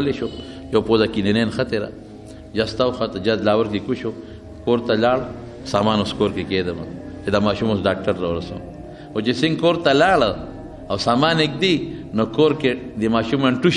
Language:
Pashto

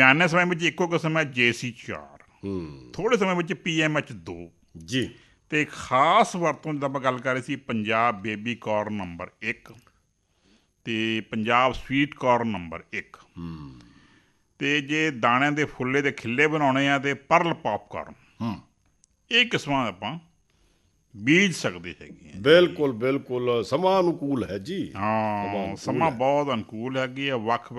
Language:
Punjabi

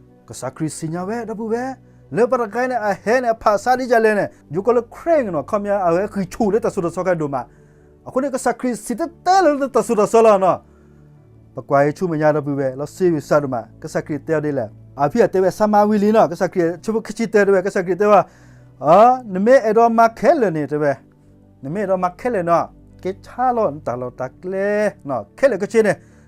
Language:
S'gaw Karen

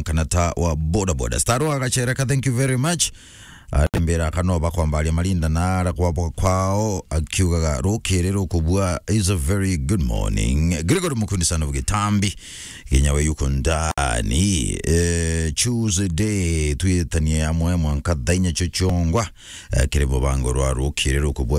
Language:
Meru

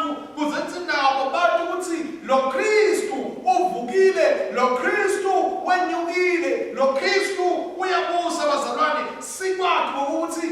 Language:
Swati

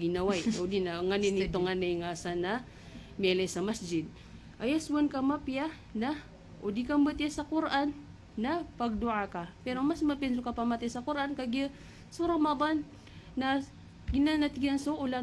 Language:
Maranao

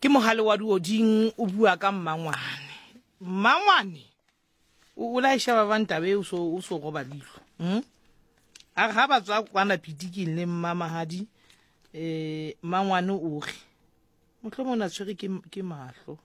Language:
Southern Sotho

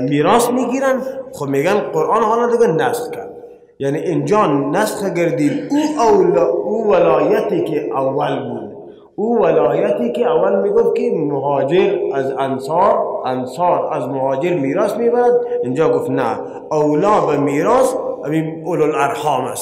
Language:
Persian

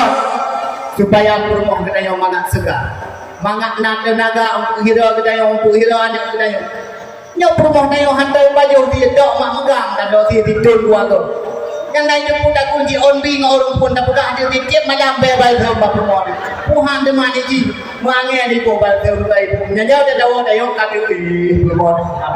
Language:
Achinese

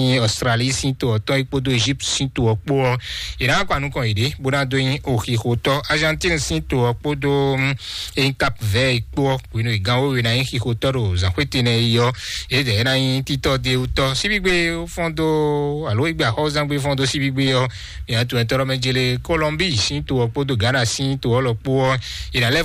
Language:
Fon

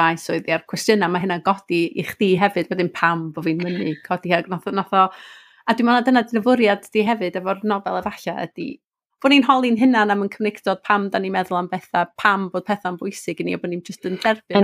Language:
Welsh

